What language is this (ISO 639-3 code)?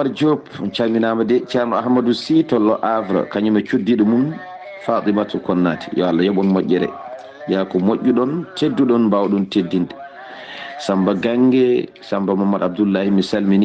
ful